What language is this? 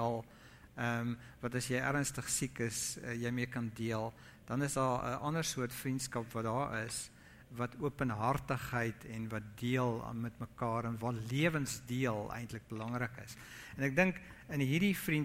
Afrikaans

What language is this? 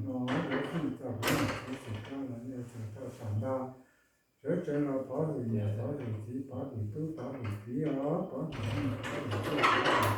Hmong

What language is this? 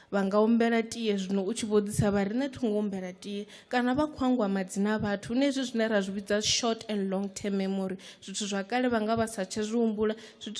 Venda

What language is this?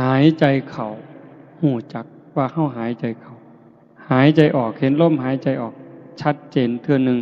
Northeastern Thai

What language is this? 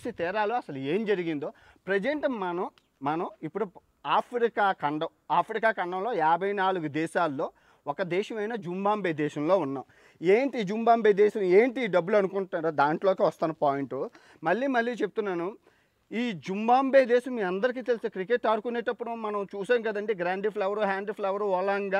Telugu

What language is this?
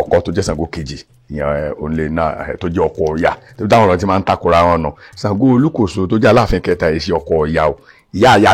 Yoruba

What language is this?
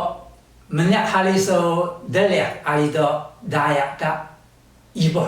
Taroko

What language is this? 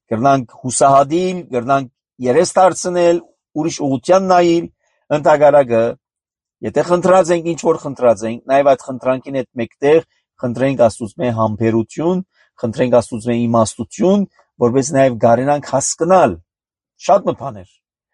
Armenian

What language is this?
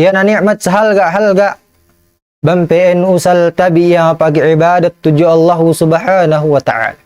Tausug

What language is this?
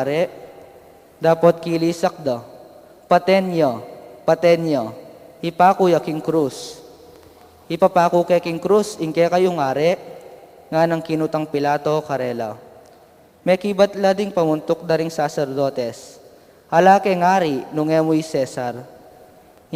Pampanga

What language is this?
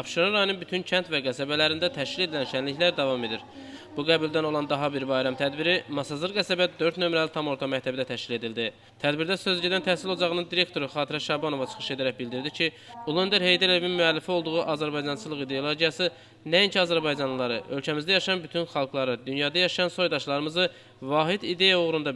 Azerbaijani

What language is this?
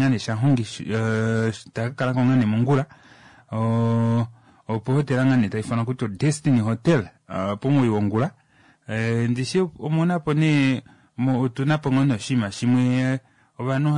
Kuanyama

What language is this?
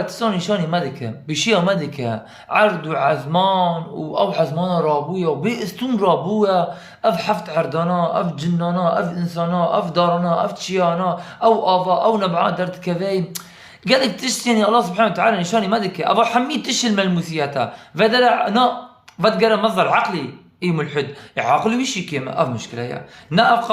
Kurdish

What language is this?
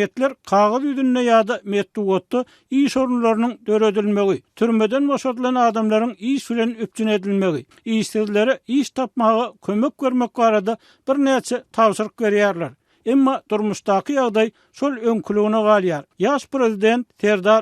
Turkmen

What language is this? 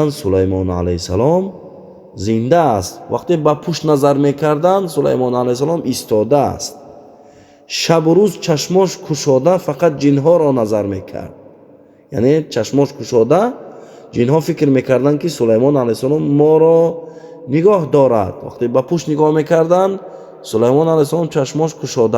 Tajik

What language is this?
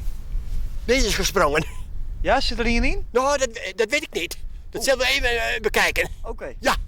Western Frisian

